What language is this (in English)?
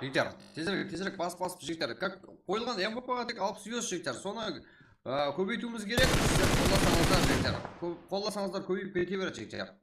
Kara-Kalpak